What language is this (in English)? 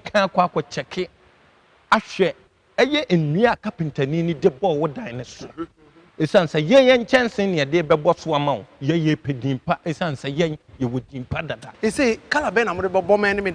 Akan